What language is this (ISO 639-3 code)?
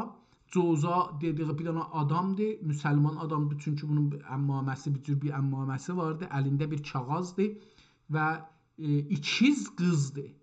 azb